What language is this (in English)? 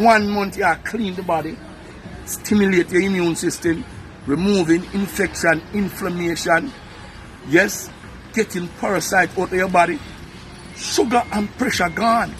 Jamaican Creole English